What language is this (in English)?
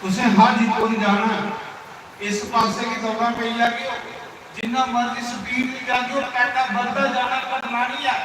Dogri